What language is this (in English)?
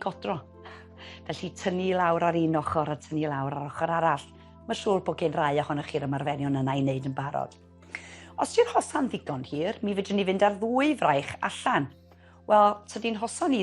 Welsh